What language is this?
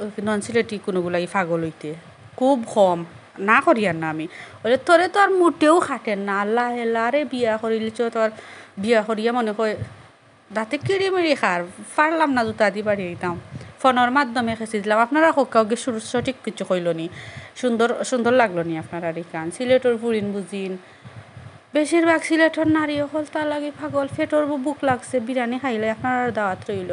Sylheti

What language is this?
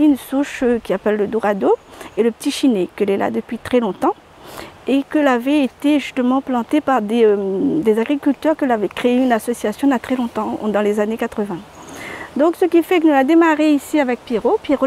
Réunion Creole French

